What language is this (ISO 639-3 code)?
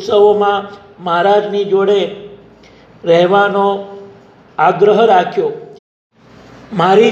guj